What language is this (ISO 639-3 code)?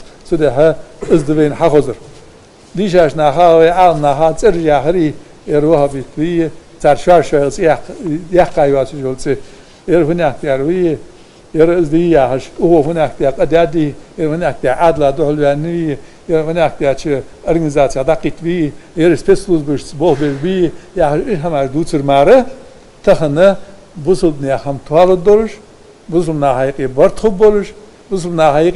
inh